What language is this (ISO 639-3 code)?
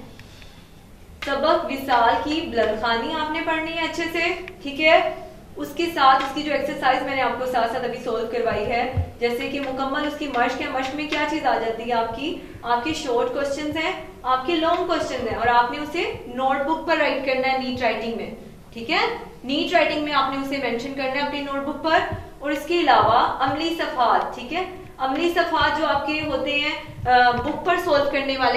urd